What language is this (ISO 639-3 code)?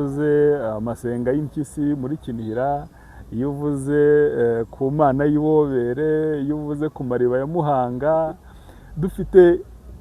kin